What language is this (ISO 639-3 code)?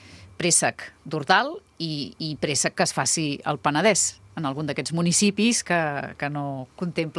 cat